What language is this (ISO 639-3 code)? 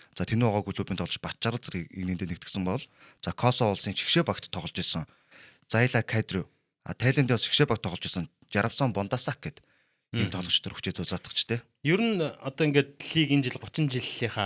mon